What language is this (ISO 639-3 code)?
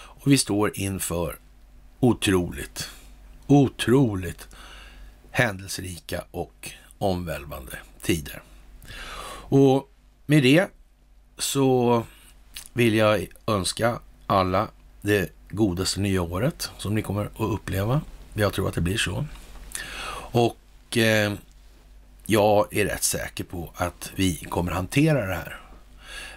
swe